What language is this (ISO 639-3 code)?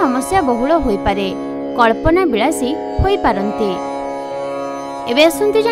ori